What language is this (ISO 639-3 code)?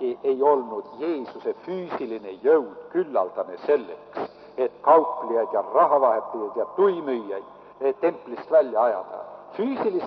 est